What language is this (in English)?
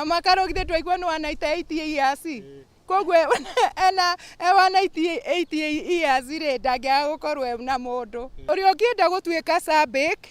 Kikuyu